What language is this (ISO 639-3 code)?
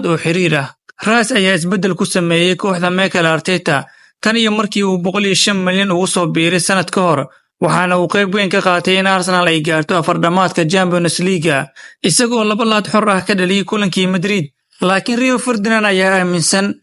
som